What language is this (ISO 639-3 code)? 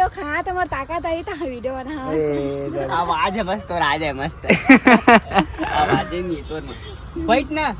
hne